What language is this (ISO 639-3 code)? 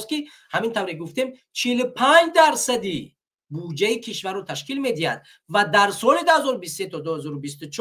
tgk